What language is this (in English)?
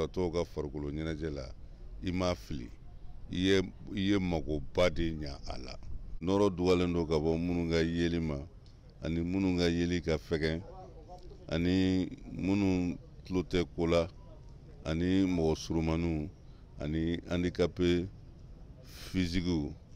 Bambara